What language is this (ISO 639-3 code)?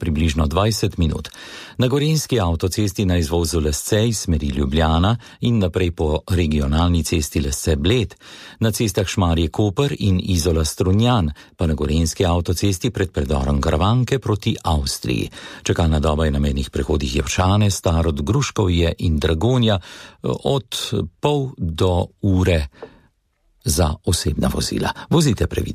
slv